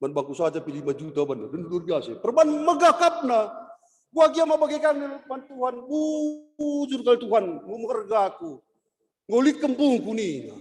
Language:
Batak Karo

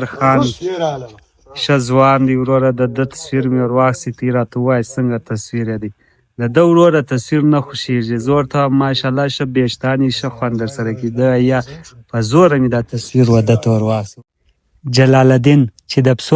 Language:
Pashto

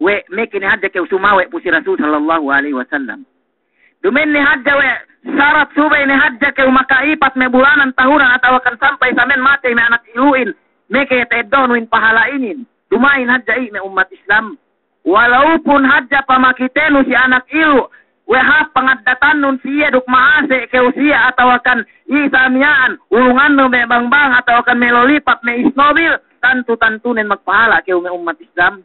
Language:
Yakan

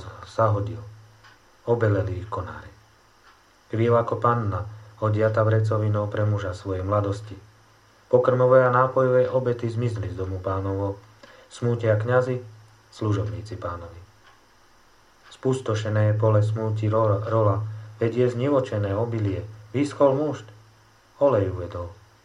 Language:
Slovak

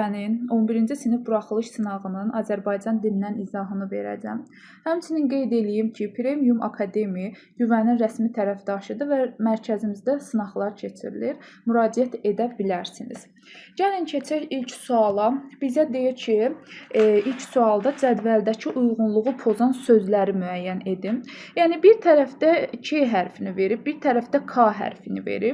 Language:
Azerbaijani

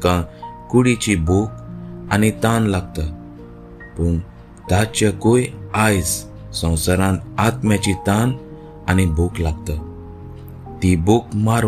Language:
Konkani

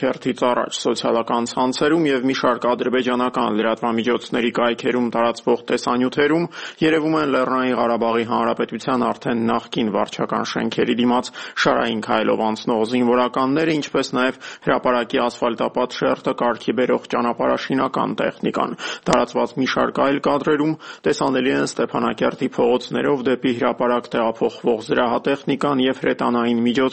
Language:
Armenian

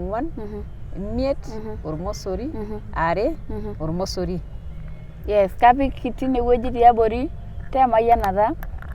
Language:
Masai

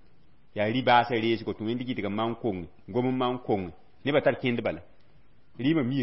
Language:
Mossi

